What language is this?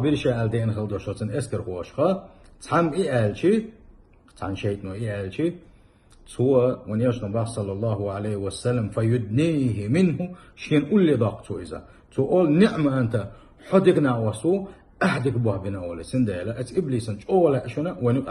Chechen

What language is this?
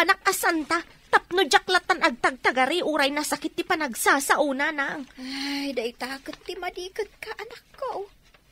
Iloko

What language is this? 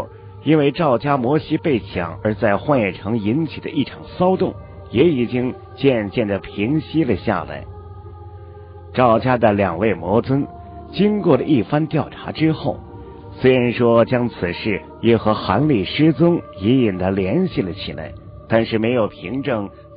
Chinese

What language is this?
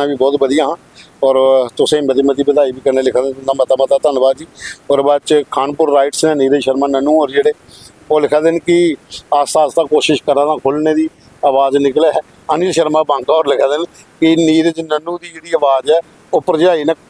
Dogri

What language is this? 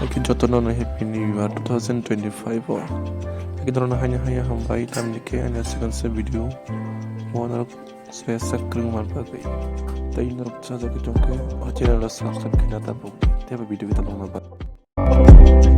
Kok Borok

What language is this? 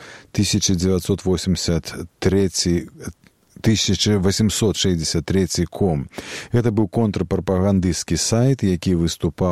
Belarusian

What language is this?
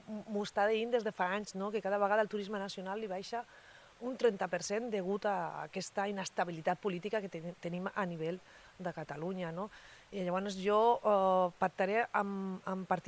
Catalan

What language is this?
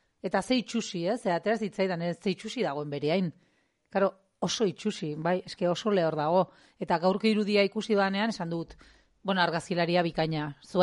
Basque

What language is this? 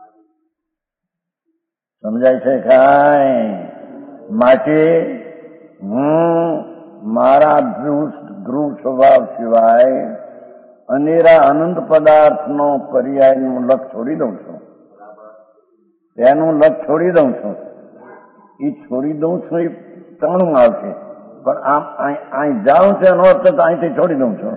Gujarati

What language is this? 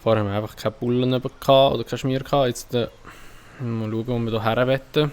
Swiss German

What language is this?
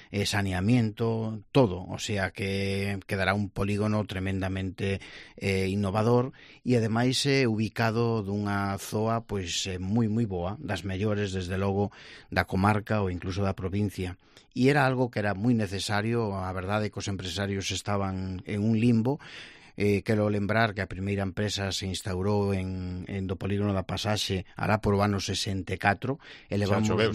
Galician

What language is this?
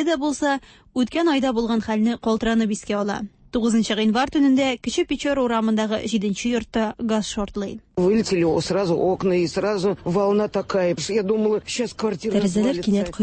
Tatar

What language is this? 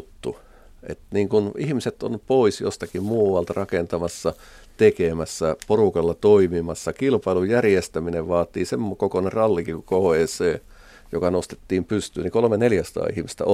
Finnish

